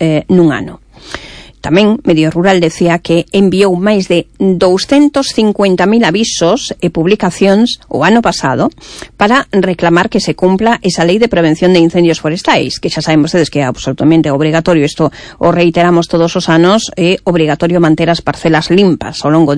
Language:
Galician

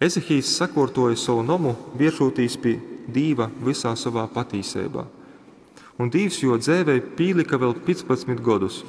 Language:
Latgalian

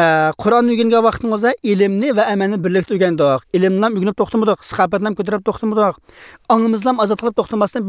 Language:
Uyghur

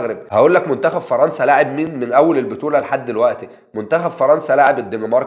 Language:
Egyptian Arabic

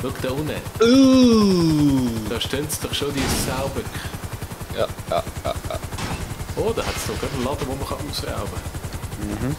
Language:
Swiss German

